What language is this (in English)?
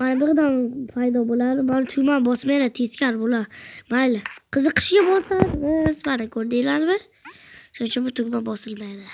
Uzbek